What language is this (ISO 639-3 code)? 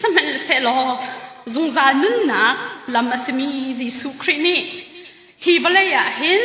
cnh